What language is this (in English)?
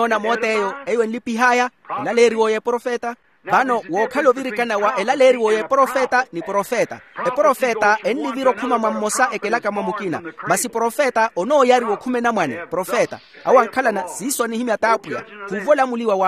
Makhuwa